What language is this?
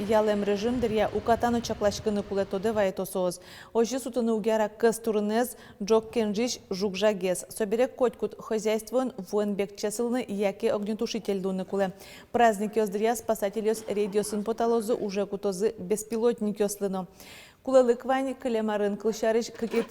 Udmurt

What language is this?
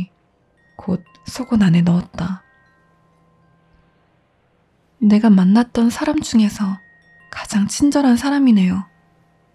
Korean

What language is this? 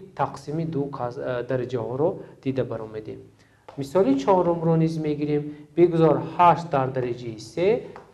Tajik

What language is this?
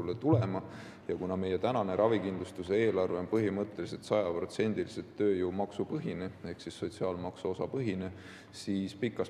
Estonian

